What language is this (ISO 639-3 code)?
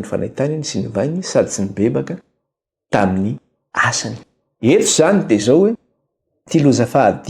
mlg